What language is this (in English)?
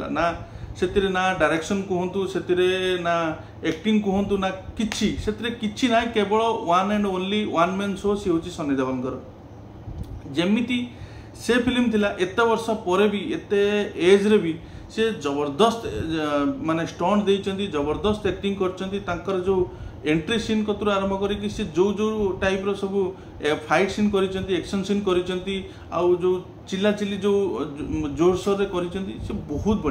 Odia